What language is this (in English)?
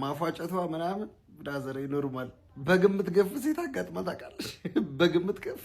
Amharic